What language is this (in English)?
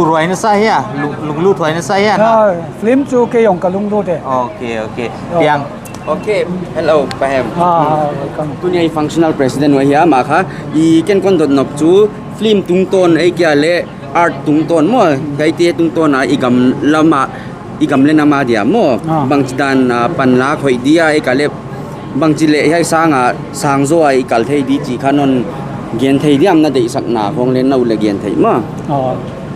Paite Chin